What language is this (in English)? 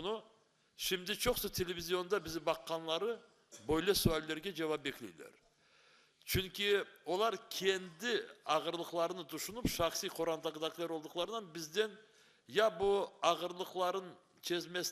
Crimean Tatar